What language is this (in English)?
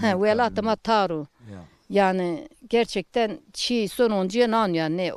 Zaza